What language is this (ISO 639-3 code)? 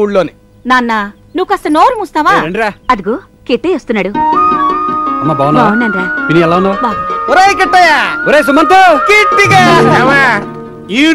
tel